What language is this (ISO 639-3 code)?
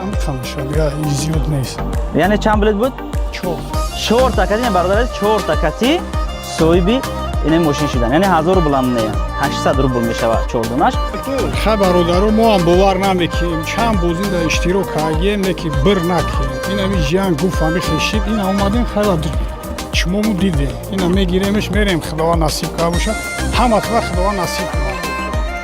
tgk